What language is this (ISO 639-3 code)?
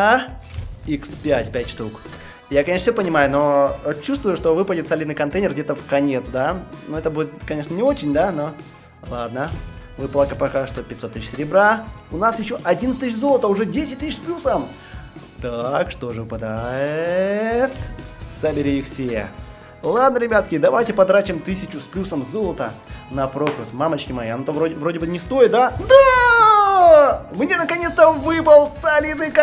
rus